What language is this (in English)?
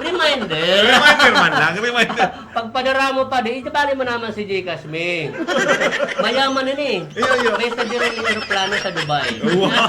Bikol